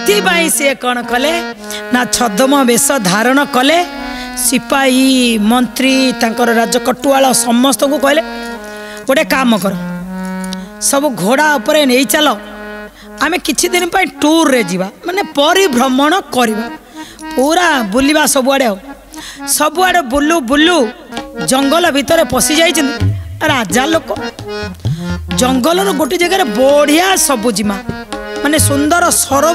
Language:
Odia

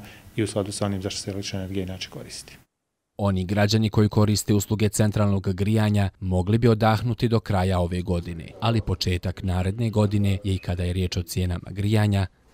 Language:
Bosnian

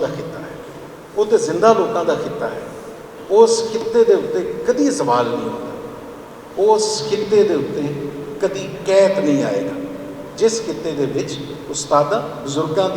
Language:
Western Panjabi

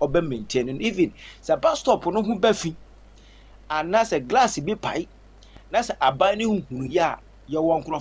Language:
Akan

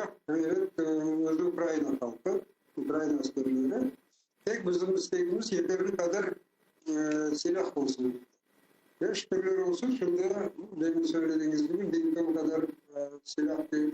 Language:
Crimean Tatar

